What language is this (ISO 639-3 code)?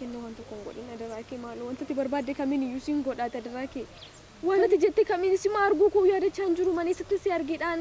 orm